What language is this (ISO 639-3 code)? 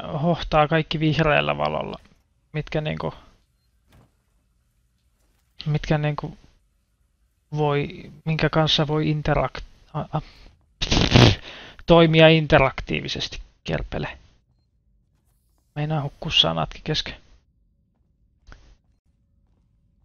fin